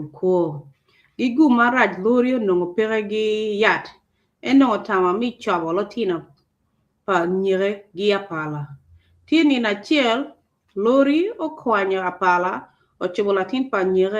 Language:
Acoli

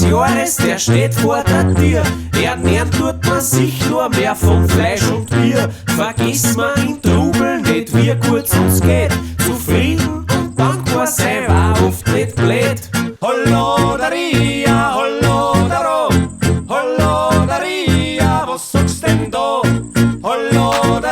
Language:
Bavarian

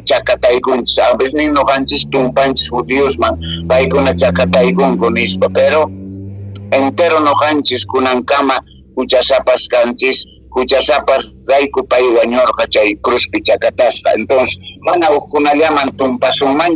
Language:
Quechua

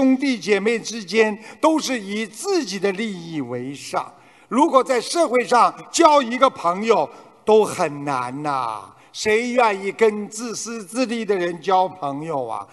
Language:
Chinese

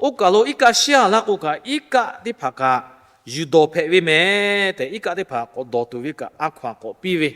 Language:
Lahu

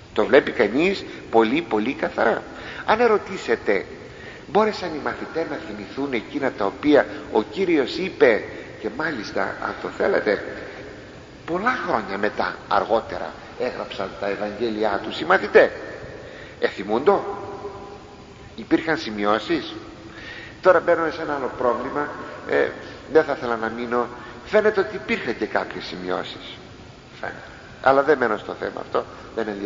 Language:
Greek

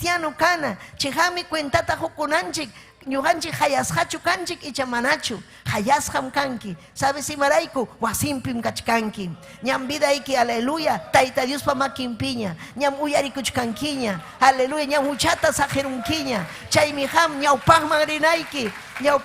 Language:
Ayacucho Quechua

